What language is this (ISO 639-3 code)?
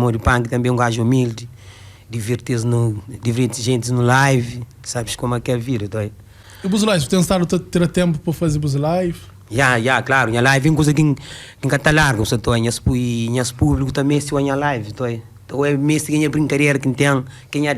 kea